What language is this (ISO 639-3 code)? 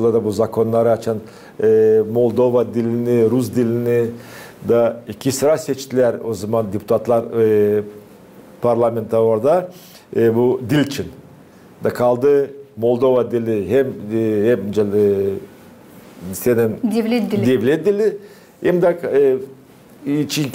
gag